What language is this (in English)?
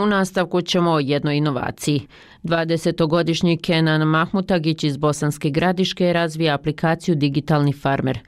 Bosnian